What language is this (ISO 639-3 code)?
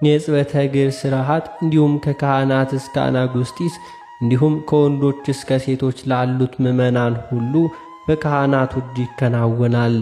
amh